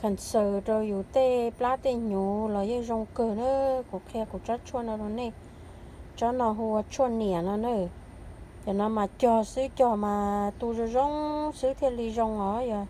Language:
Hmong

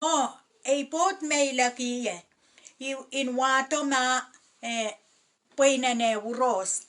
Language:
Pohnpeian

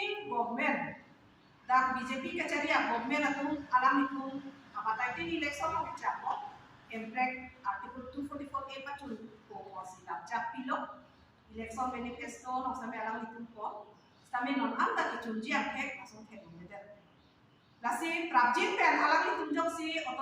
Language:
Karbi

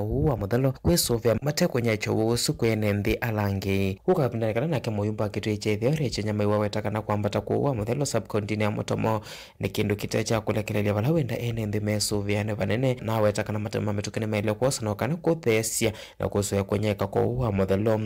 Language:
Kamba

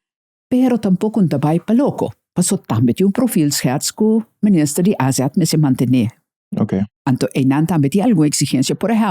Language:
Papiamento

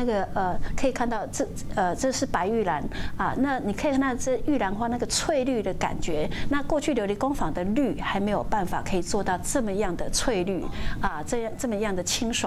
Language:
Chinese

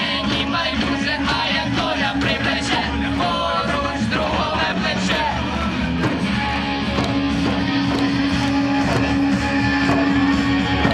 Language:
Ukrainian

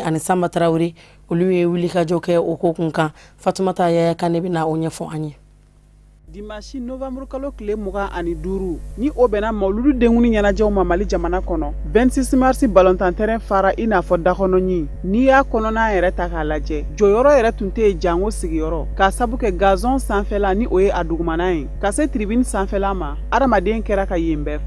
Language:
Bambara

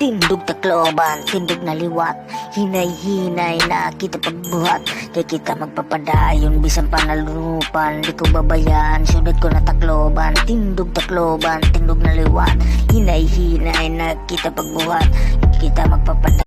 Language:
Waray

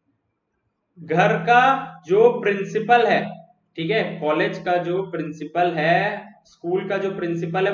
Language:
Hindi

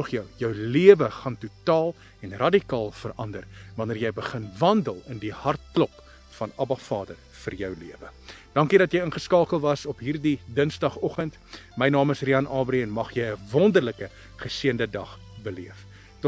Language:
Afrikaans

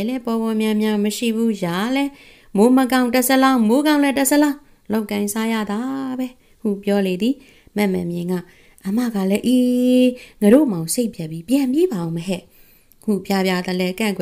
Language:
Burmese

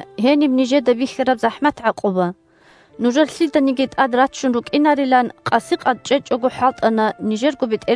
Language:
Avaric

